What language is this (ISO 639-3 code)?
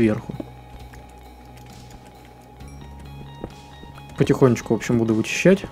rus